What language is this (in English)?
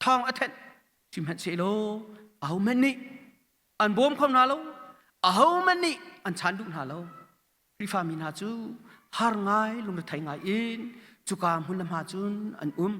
Hakha Chin